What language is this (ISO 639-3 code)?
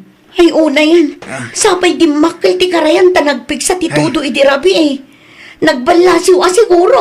ilo